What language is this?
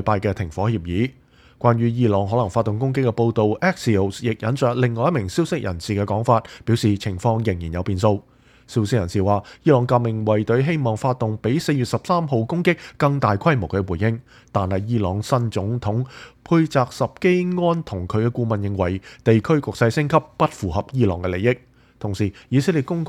Cantonese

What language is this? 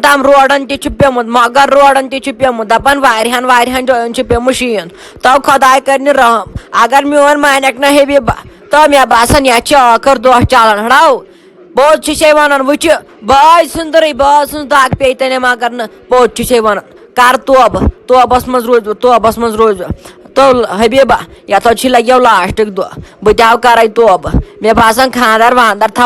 Kashmiri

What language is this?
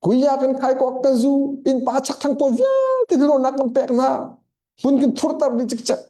Hakha Chin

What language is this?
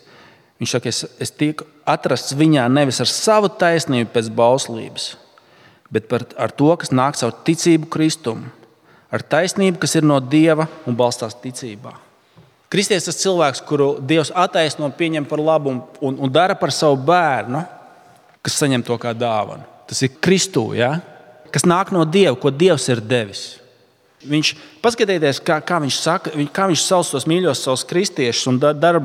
Latvian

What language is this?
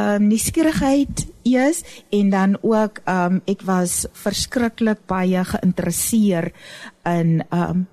Afrikaans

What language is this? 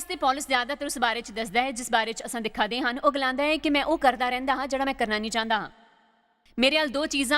Dogri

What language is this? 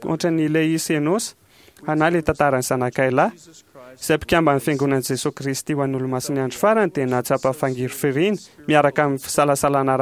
Malagasy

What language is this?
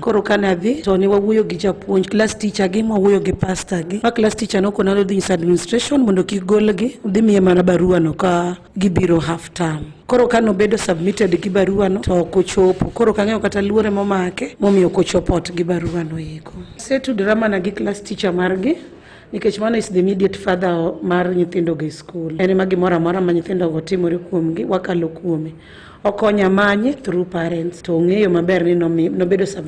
Luo (Kenya and Tanzania)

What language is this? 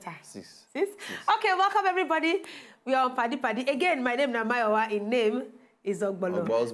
Nigerian Pidgin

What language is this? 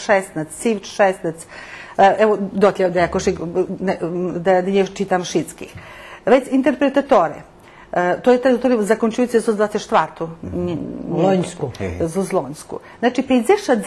Rusyn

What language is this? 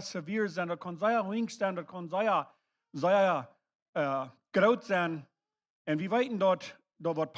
Plautdietsch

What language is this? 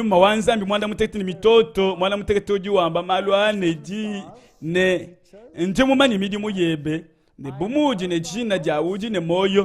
Luba-Lulua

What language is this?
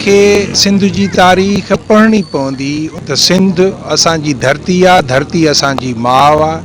Sindhi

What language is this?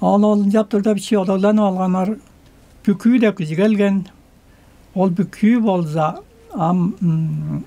Tuvinian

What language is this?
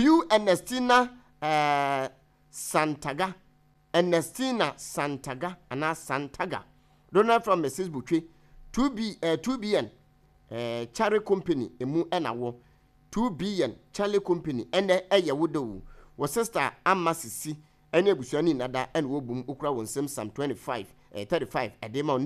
Akan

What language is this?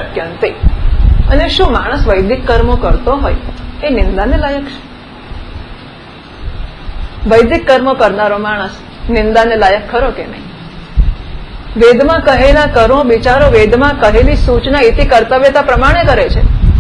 Gujarati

